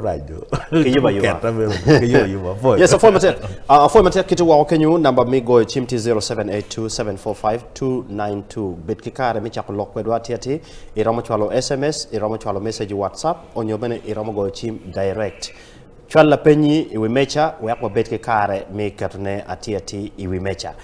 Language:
Acoli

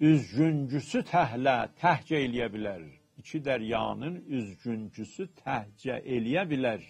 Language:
South Azerbaijani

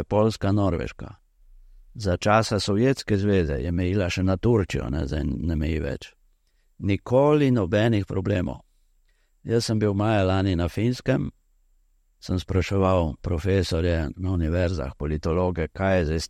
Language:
Slovenian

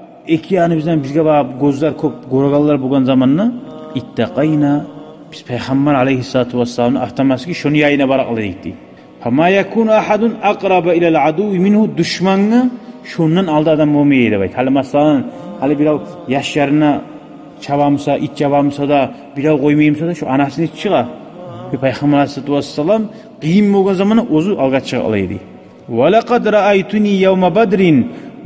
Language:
Kumyk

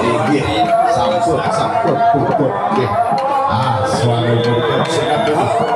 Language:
Balinese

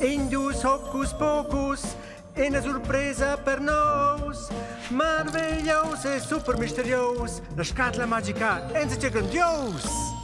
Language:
Romansh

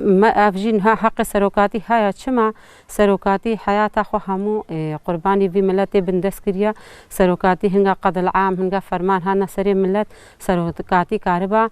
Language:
Kurdish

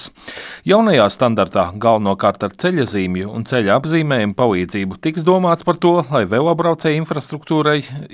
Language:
Latvian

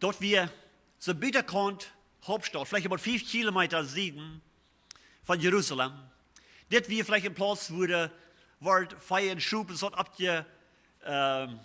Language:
Plautdietsch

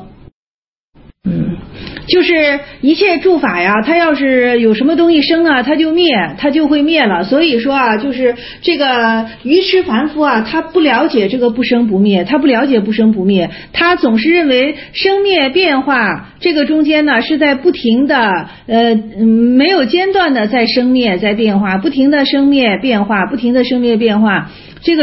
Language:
Chinese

